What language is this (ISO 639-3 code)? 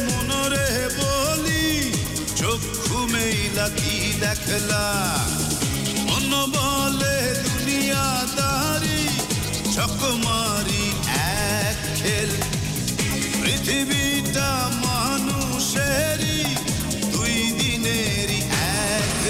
ben